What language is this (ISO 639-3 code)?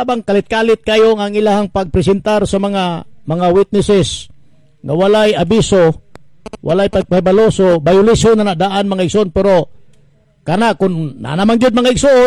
ceb